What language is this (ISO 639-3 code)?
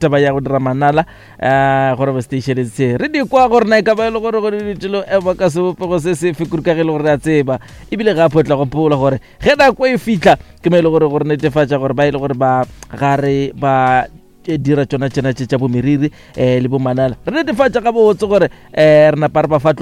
nso